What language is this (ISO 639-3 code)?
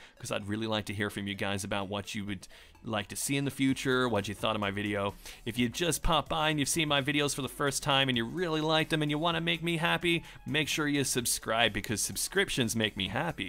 eng